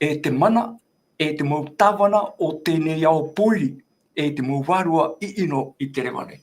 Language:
Tahitian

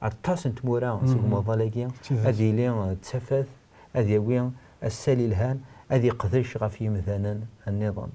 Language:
Kabyle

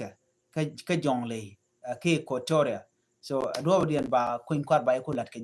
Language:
Nuer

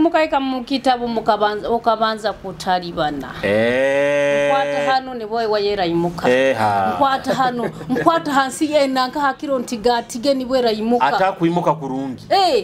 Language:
Nyoro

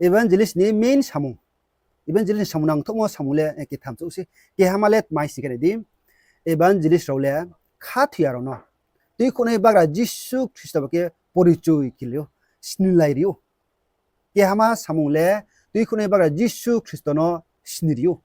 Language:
Riang (India)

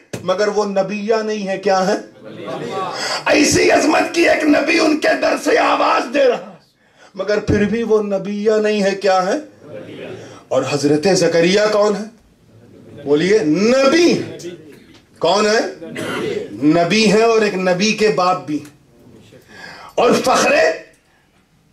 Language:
Urdu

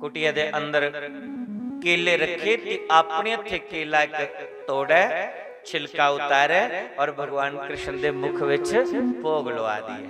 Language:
Dogri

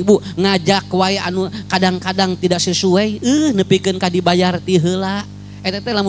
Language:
Sundanese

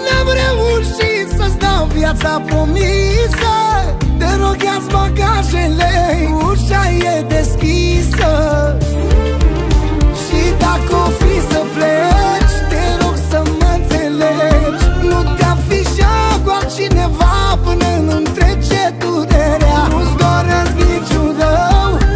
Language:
Romanian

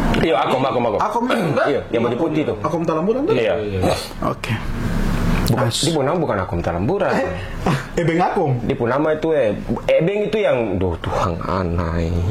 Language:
Ambonese Malay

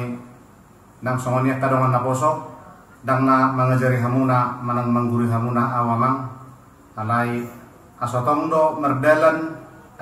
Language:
Batak Toba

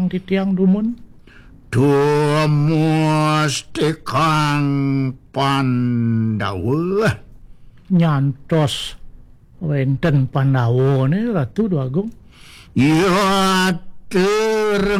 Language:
Balinese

